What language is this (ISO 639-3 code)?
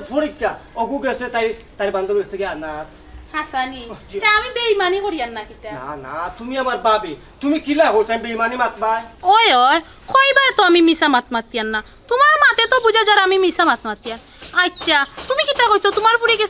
syl